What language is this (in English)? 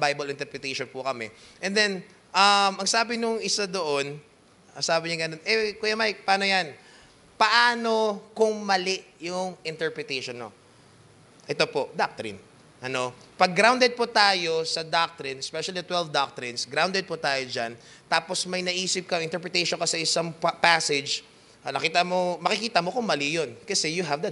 Filipino